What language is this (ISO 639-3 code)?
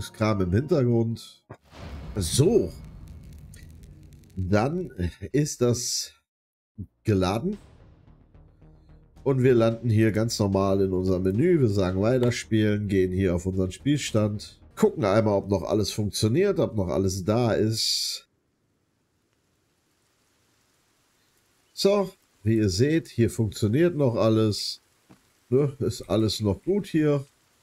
deu